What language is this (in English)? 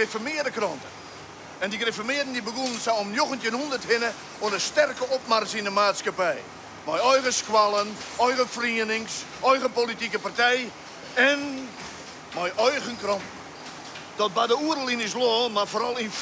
Western Frisian